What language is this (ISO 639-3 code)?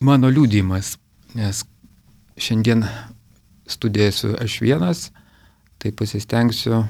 lit